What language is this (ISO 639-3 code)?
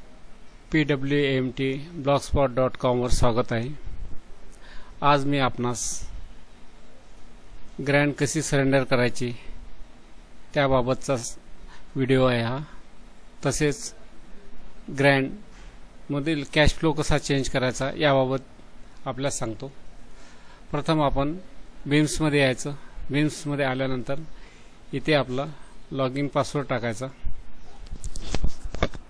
mar